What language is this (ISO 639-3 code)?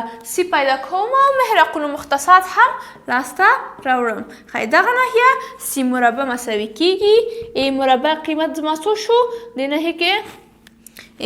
pus